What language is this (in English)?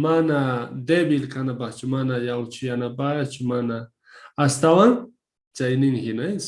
South Bolivian Quechua